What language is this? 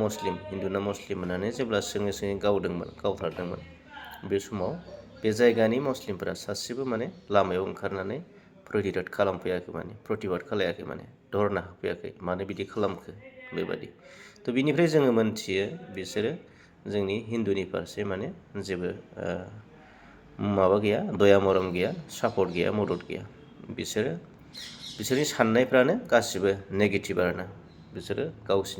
Bodo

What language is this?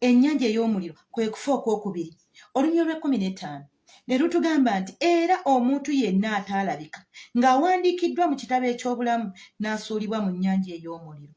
Ganda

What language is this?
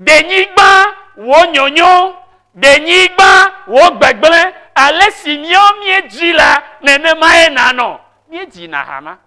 Ewe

